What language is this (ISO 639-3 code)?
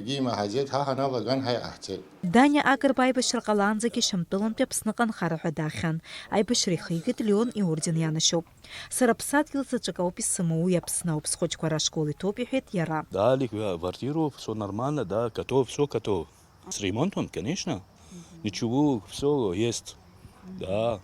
abk